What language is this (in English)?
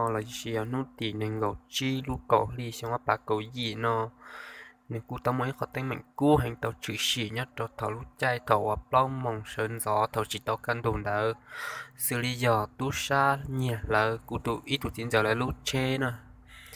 Hmong